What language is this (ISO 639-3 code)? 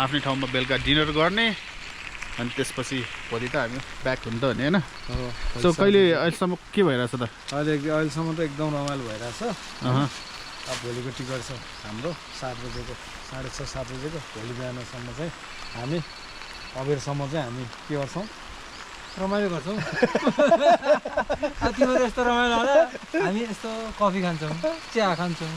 nep